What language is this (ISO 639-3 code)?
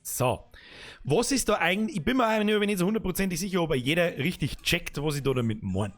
bar